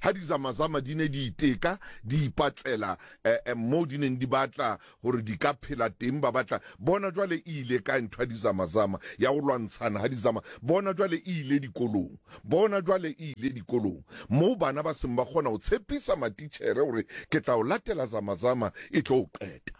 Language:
Southern Sotho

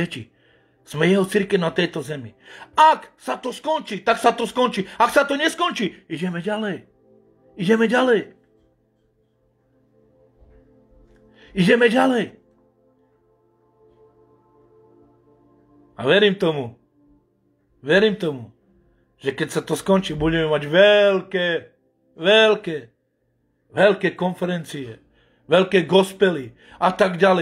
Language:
Slovak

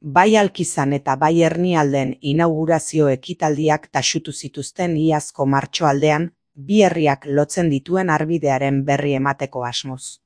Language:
Basque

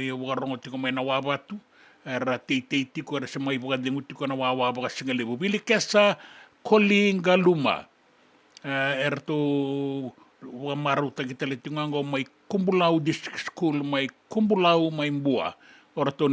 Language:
Fijian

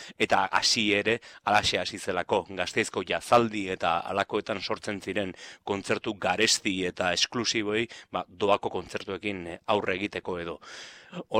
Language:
Basque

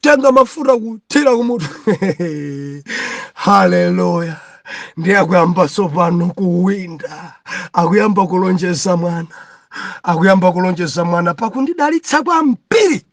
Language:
Nyanja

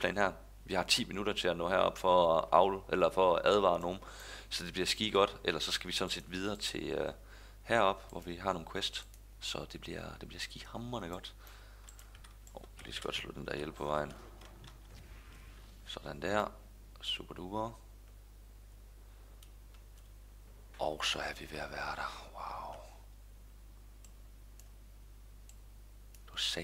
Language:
Danish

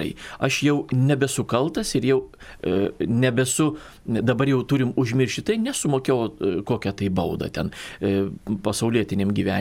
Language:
Lithuanian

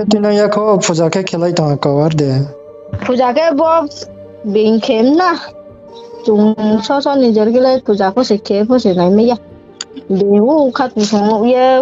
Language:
Riang (India)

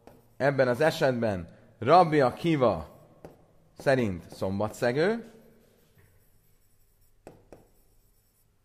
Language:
Hungarian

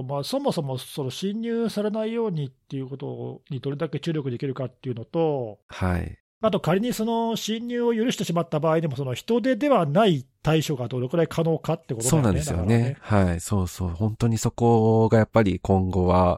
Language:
Japanese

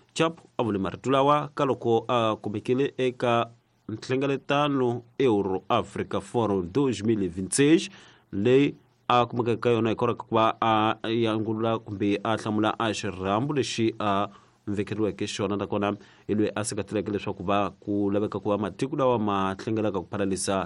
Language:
Tsonga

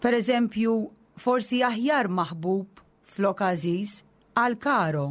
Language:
Maltese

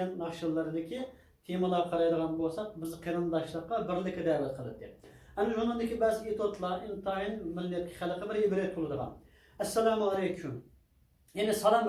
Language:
Uyghur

